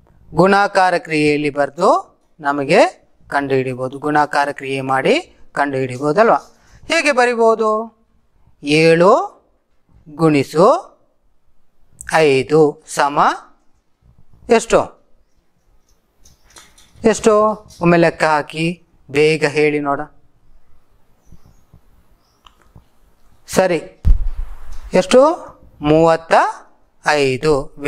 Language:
Kannada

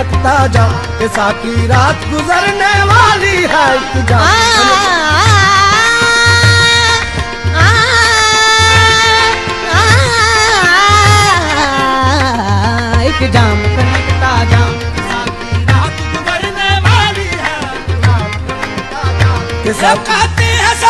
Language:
Hindi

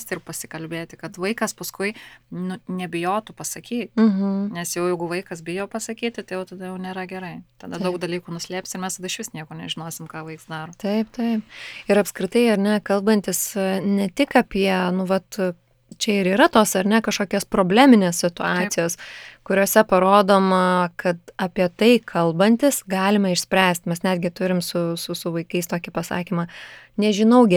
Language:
Lithuanian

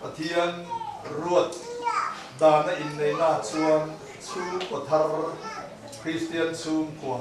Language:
Mizo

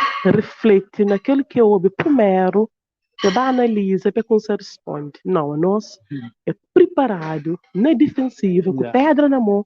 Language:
Kabuverdianu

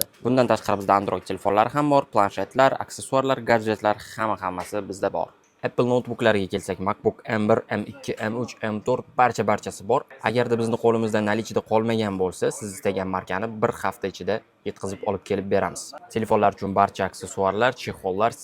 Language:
Uzbek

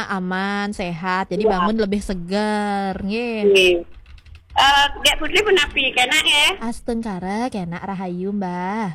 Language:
Balinese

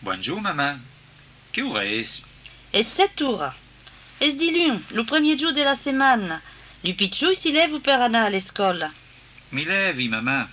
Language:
Occitan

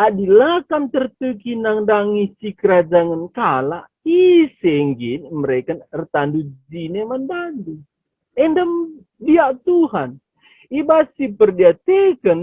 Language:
Batak Karo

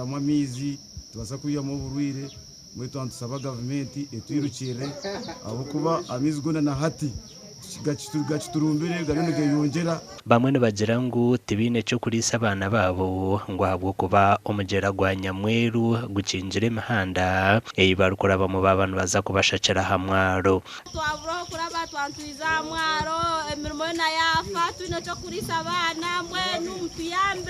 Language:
Nyankole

